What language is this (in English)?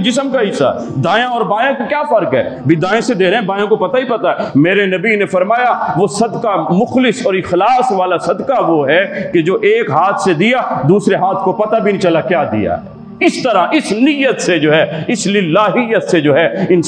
Urdu